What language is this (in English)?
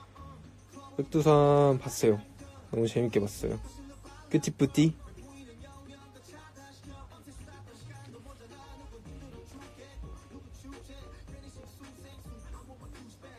Korean